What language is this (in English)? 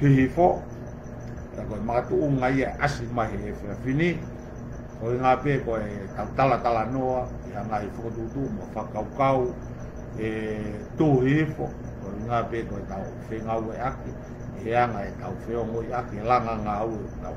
Tongan